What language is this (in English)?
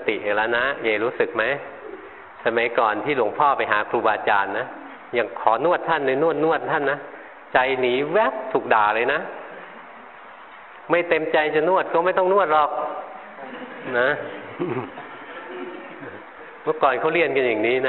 Thai